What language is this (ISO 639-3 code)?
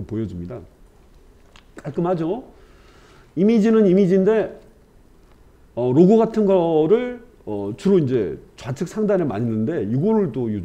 kor